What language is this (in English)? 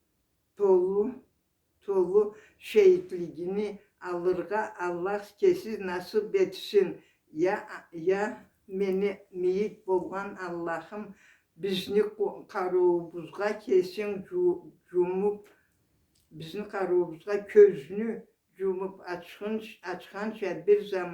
Karachay-Balkar